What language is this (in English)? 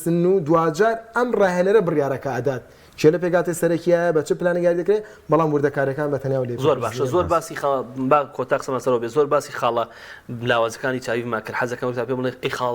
Central Kurdish